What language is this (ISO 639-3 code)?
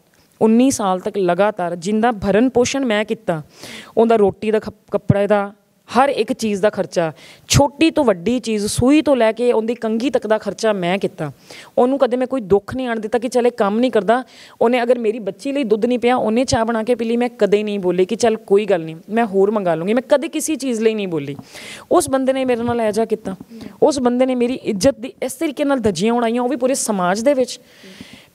pan